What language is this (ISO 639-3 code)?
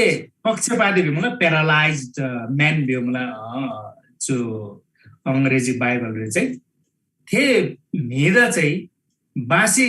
taj